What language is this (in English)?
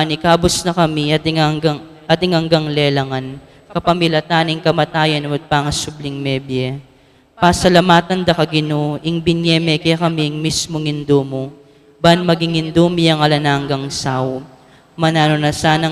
Pampanga